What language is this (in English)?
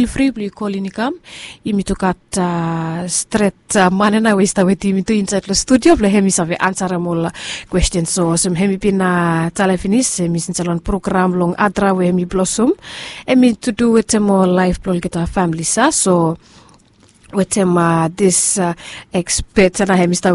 Bislama